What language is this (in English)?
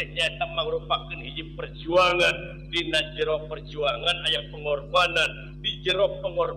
Sundanese